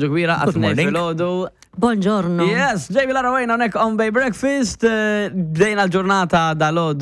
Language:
Maltese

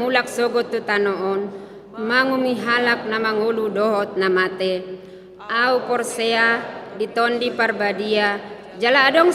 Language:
Batak Toba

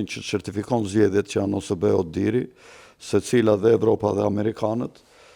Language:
Albanian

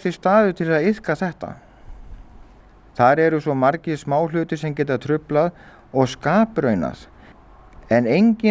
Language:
Icelandic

